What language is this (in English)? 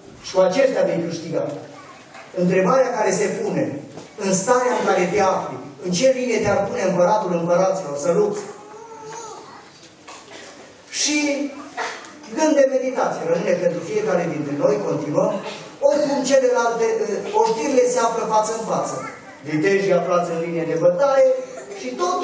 Romanian